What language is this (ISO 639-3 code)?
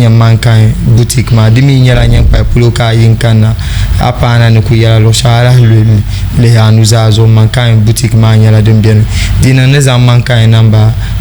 dag